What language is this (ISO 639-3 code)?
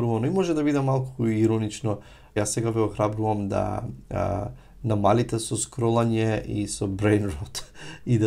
mkd